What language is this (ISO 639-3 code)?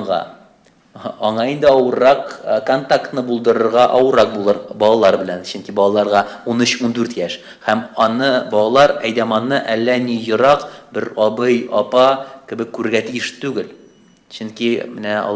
tat